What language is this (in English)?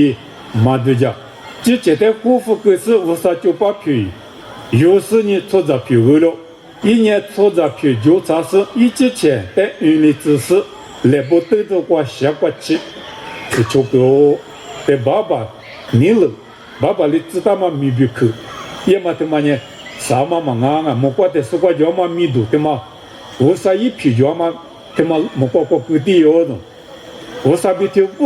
Lisu